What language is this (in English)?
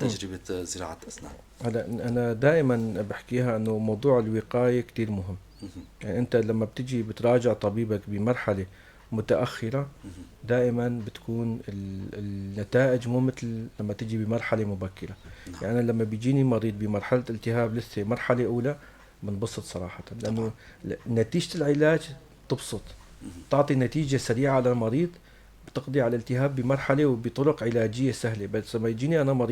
North Levantine Arabic